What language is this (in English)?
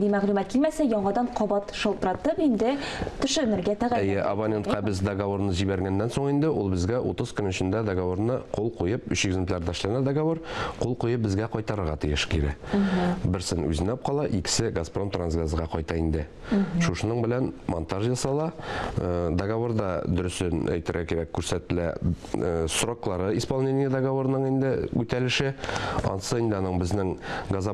Tatar